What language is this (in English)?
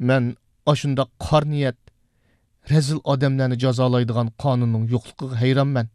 Uyghur